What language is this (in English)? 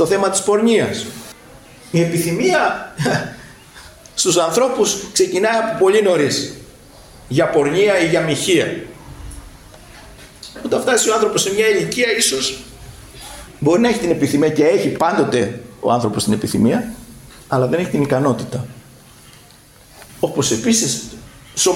Greek